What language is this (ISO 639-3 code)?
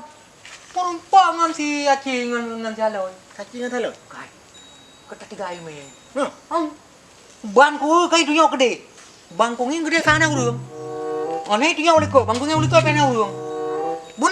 ace